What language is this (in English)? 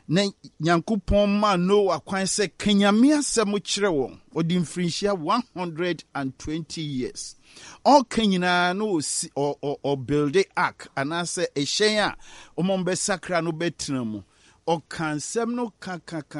Akan